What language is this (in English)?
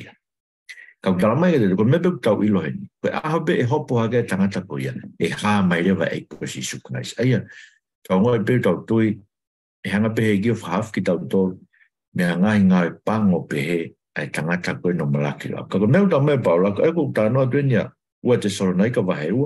Tongan